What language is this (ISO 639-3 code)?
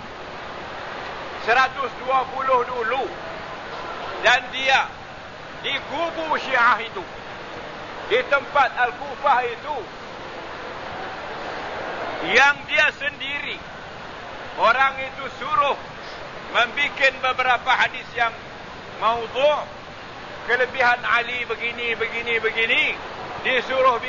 msa